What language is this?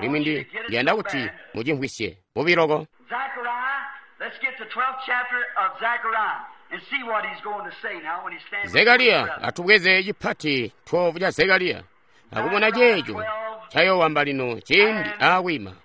Tonga (Zambia)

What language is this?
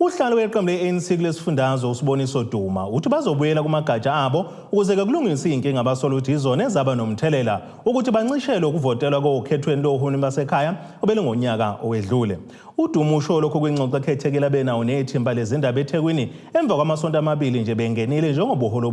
Zulu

